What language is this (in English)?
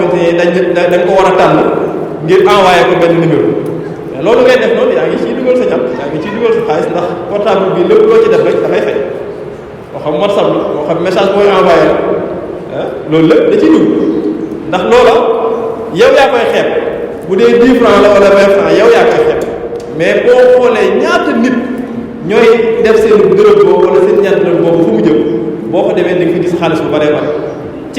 Wolof